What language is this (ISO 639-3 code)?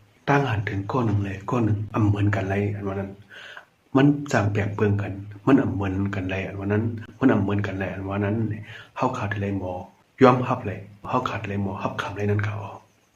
shn